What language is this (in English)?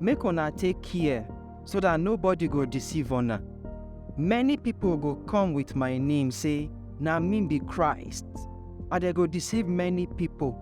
Nigerian Pidgin